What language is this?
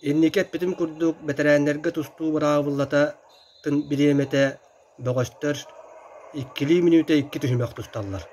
Yakut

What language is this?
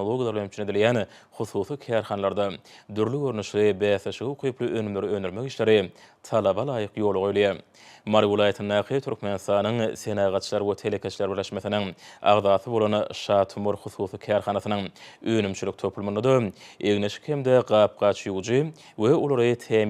Turkmen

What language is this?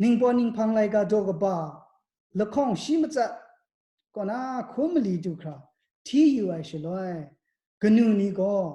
Kachin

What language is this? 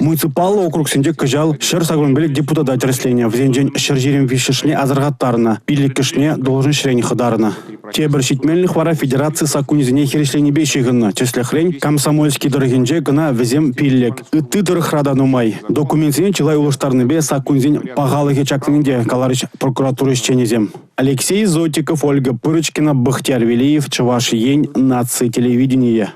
Chuvash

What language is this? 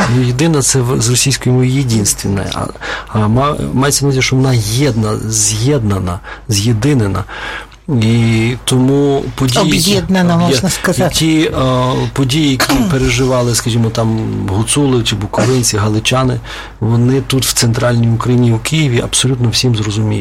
Ukrainian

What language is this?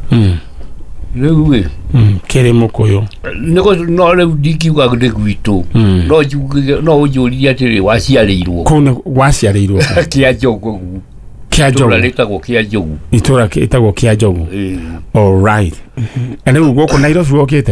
Kikuyu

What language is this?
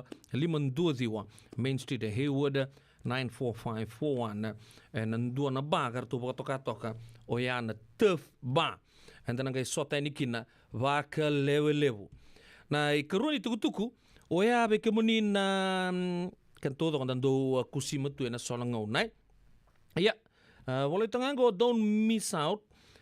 Fijian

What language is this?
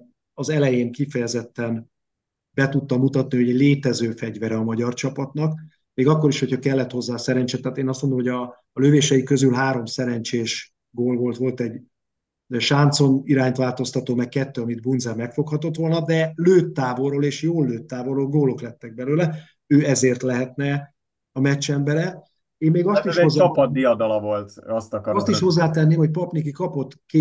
Hungarian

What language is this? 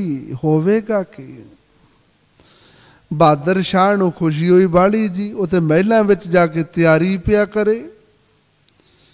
Punjabi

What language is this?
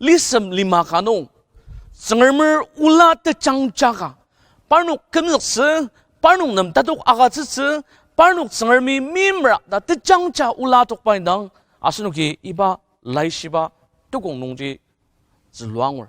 Ao Naga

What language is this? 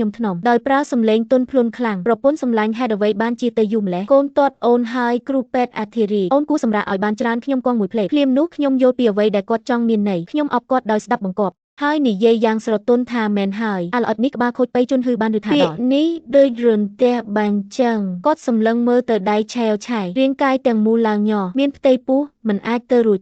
Khmer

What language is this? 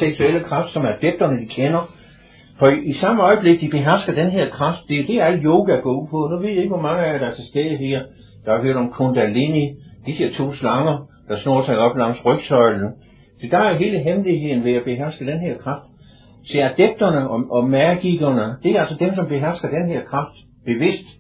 Danish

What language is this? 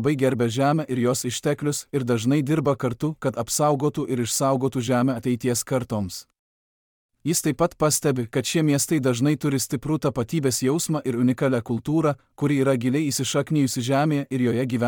Lithuanian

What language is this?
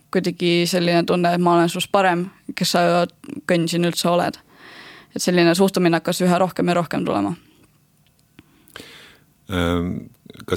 Estonian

